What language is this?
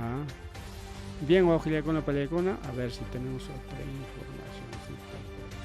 Ayacucho Quechua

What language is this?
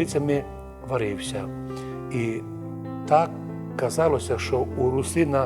Rusyn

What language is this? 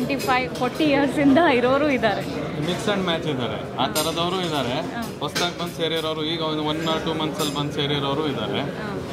Kannada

